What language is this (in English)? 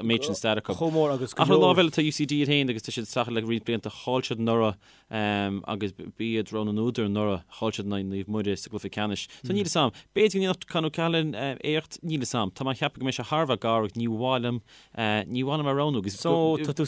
Irish